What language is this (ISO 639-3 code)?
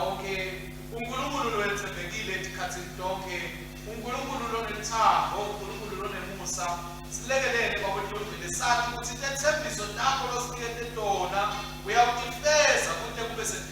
ssw